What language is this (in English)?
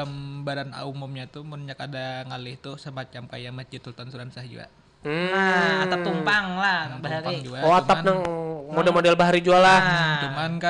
Banjar